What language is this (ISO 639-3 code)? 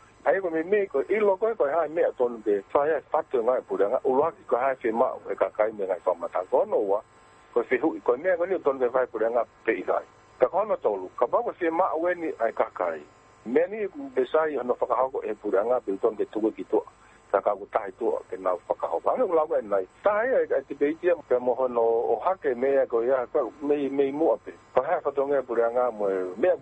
ton